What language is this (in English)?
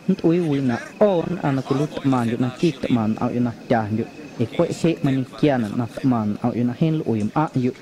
Guerrero Amuzgo